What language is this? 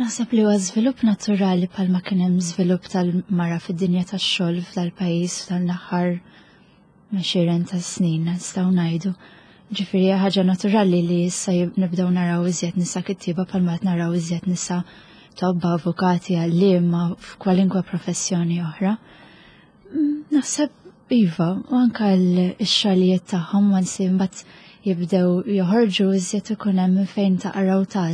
Maltese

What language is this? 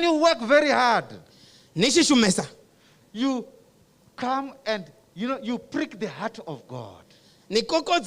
Venda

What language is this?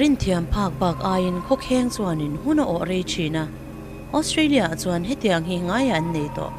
Mizo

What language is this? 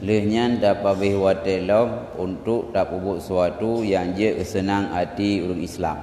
Achinese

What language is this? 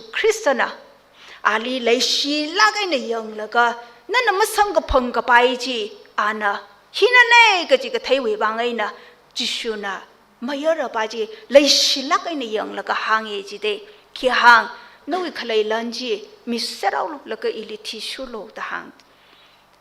Tangkhul Naga (India)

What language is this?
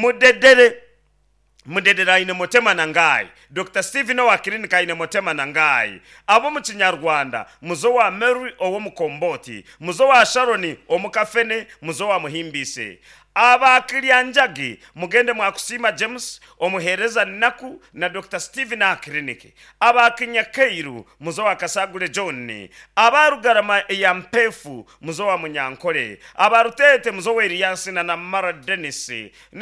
Nyankole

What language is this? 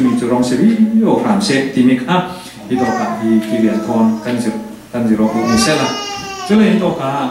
Falam Chin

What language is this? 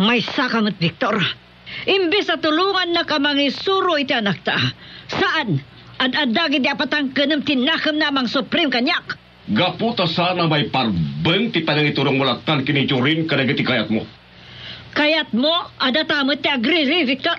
Iloko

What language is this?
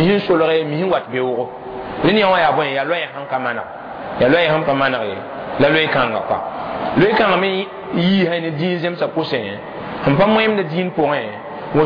Mossi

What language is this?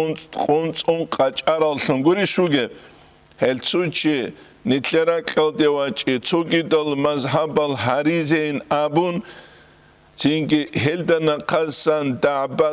Avaric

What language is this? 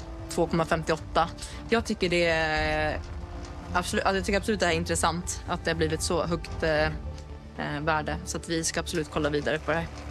Swedish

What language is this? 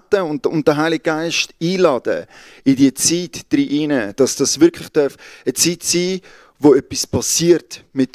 Swiss German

